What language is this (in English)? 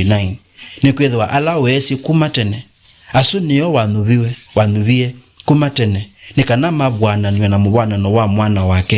Kamba